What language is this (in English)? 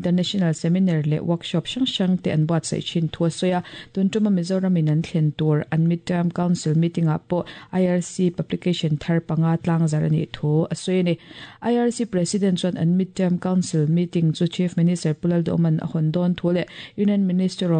Mizo